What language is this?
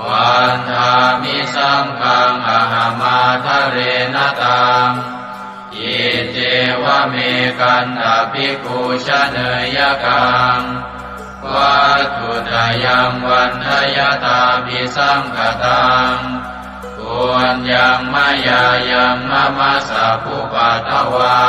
Pali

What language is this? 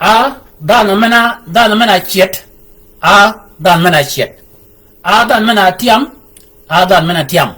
Shilluk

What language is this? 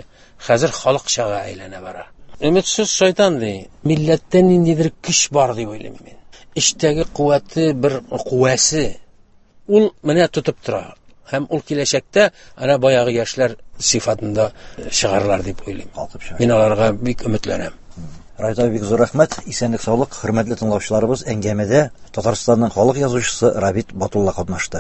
Tatar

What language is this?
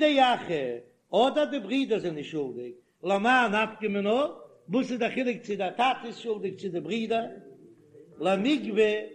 Yiddish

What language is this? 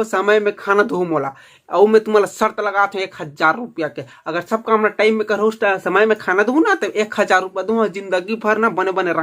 Chhattisgarhi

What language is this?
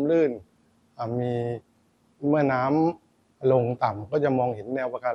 Thai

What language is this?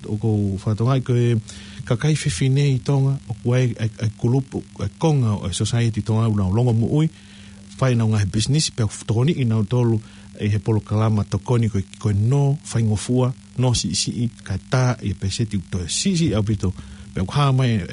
Tongan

